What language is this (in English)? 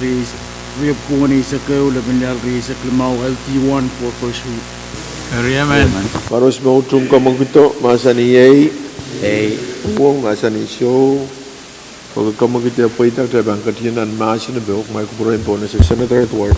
Pohnpeian